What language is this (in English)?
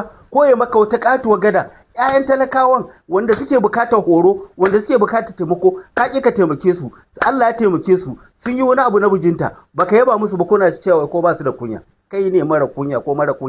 Hausa